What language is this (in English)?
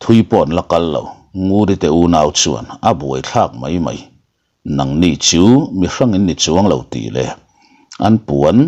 Mizo